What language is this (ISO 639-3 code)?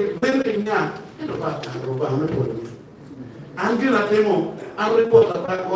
ach